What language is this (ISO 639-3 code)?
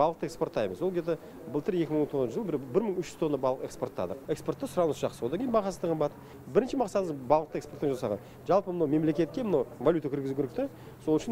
kaz